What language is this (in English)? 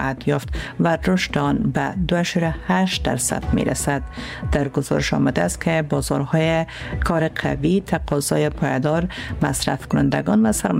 Persian